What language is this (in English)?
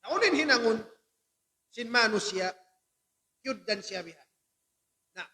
Tausug